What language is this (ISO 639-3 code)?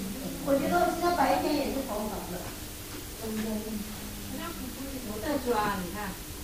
zho